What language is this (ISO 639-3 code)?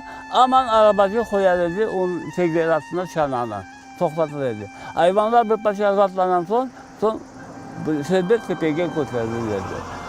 crh